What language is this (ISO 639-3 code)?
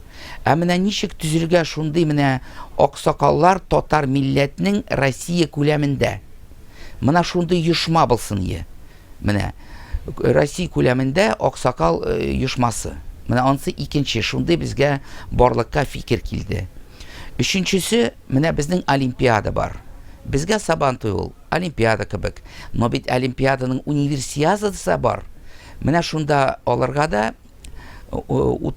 tat